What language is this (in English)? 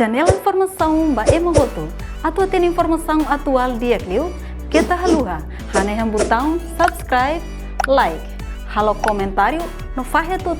Tetum